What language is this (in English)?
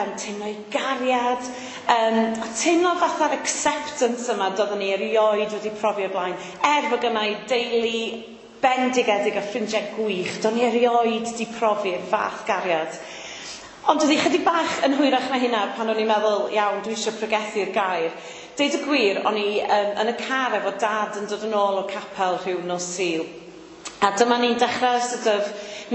Welsh